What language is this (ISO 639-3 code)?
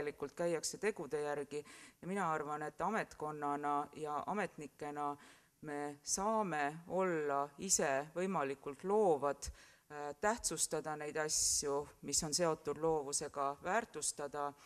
est